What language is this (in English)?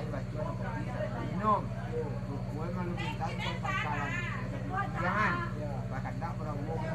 Minangkabau